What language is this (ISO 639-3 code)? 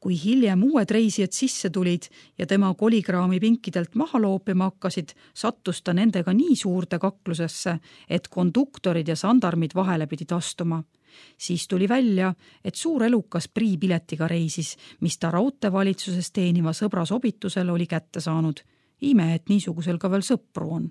est